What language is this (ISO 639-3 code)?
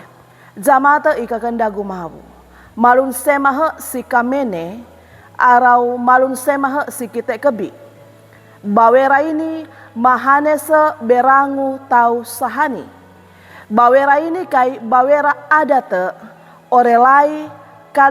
sxn